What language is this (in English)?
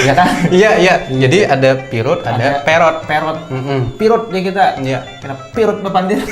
Banjar